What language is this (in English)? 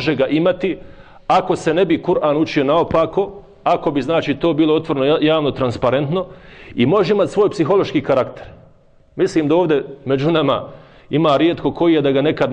Bosnian